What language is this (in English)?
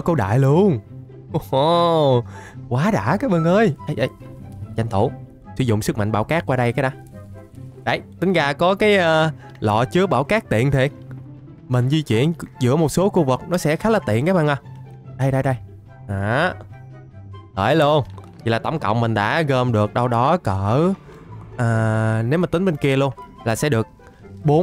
Vietnamese